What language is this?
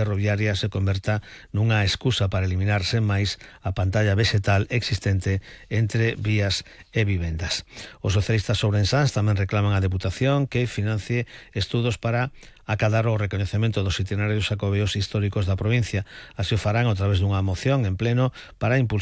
Galician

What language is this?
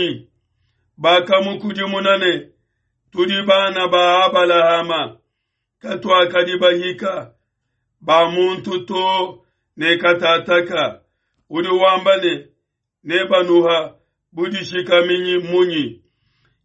Luba-Lulua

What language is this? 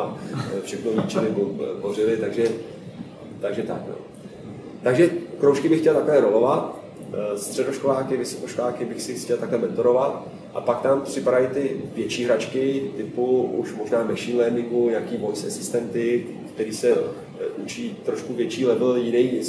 Czech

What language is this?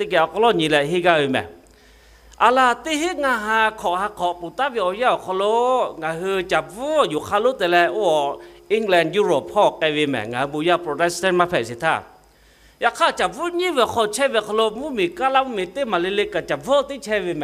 Lahu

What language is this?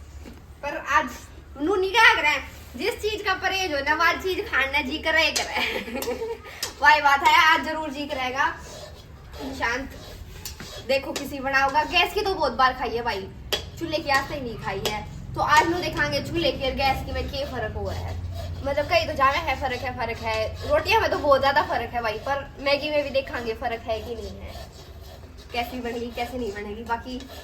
Haryanvi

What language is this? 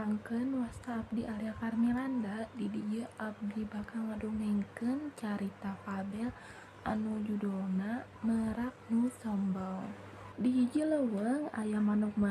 Sundanese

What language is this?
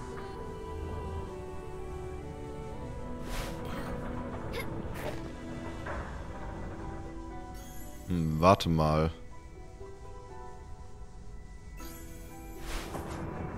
German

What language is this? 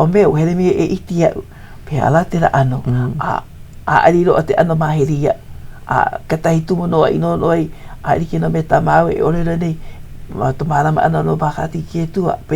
Hawaiian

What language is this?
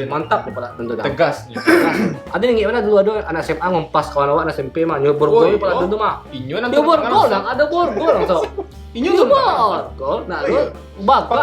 Minangkabau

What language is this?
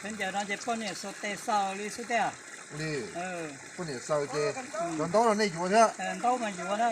Hmong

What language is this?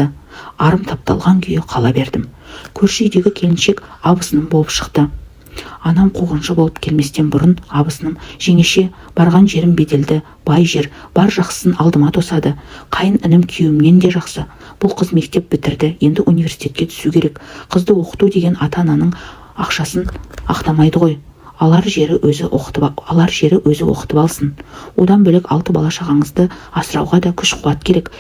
Kazakh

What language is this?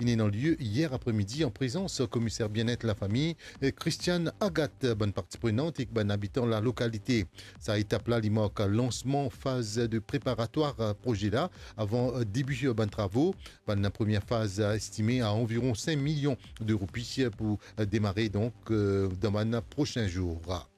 Morisyen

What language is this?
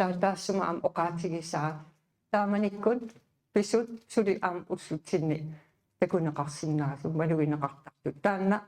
Kalaallisut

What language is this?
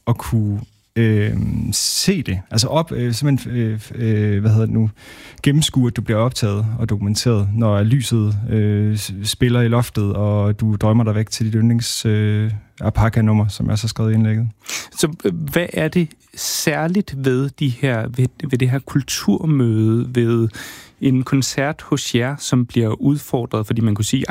Danish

